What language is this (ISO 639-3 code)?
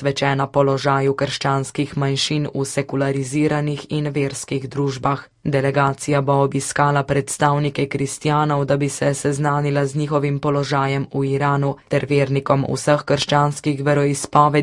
slv